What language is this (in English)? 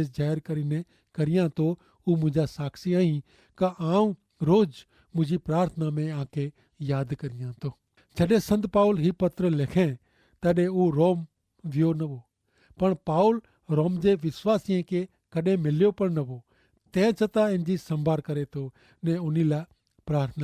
Kachhi